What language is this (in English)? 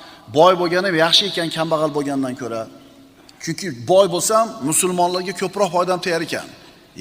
Uzbek